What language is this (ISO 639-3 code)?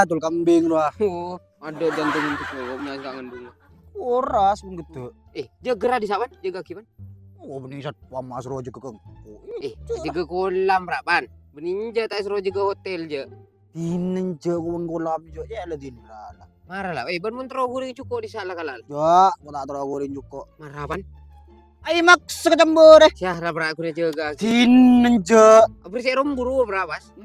mad